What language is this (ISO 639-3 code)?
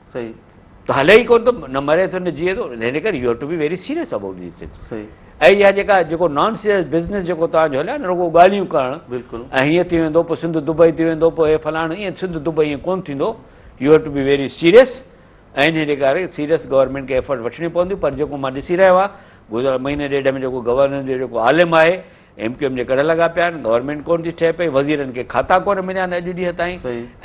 snd